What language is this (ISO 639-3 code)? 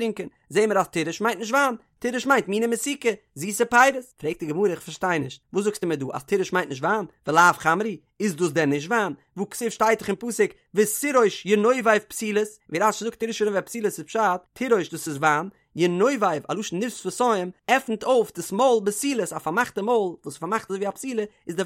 yid